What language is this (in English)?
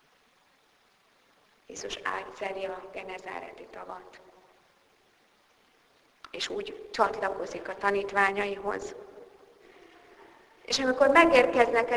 Hungarian